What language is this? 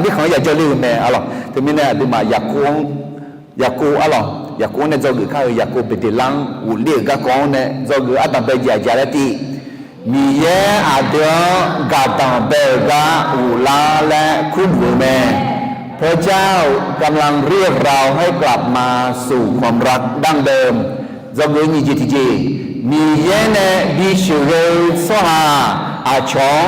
Akha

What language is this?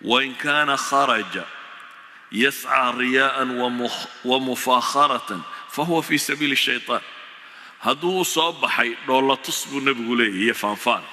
Somali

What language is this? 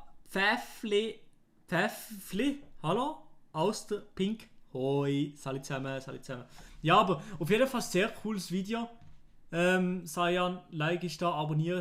Swiss German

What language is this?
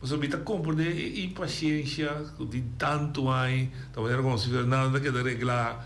Papiamento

